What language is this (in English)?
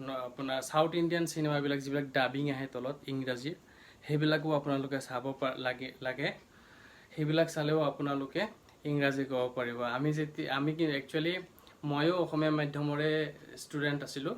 Assamese